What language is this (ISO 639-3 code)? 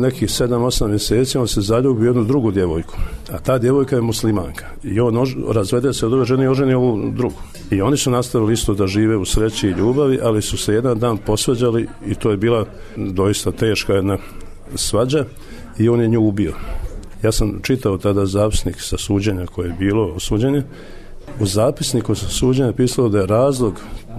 srp